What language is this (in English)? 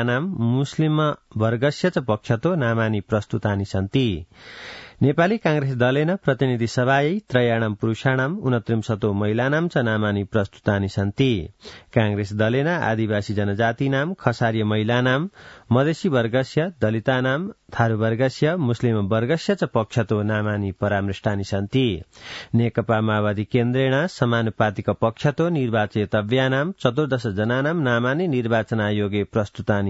Sanskrit